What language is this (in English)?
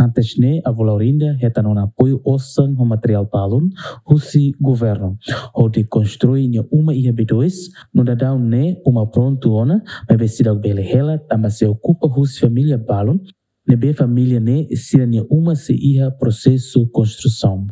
Tetum